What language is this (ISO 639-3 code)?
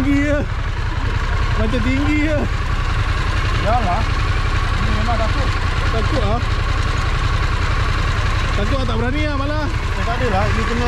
msa